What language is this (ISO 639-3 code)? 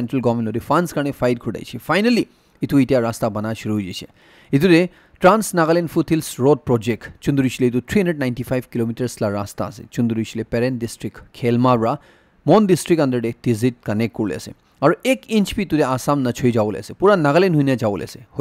nag